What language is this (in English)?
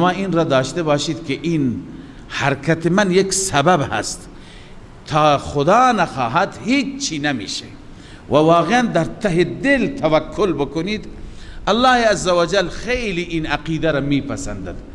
Persian